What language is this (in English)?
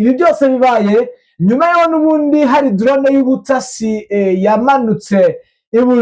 Kinyarwanda